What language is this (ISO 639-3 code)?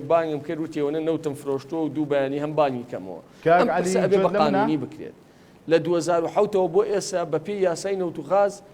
ckb